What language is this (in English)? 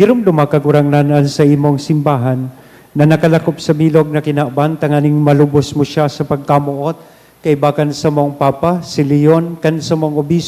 Bikol